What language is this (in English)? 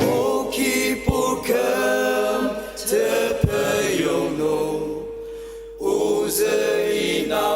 Ao Naga